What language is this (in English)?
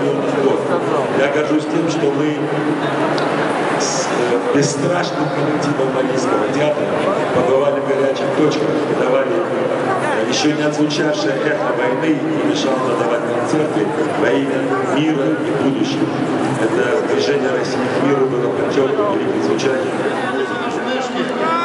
Russian